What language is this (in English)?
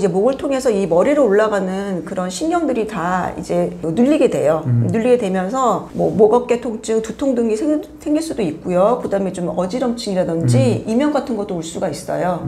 Korean